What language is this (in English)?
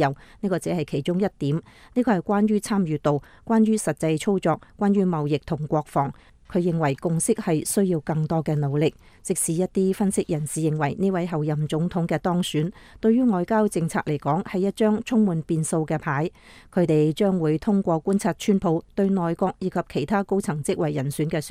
Cantonese